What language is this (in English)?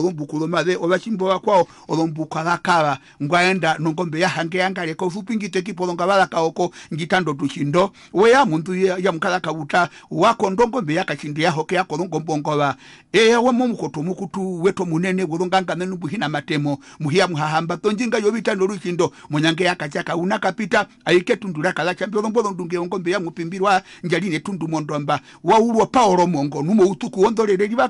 Herero